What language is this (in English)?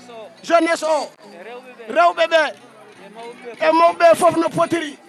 Fula